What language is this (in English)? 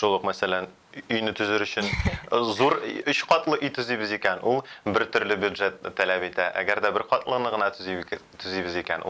Tatar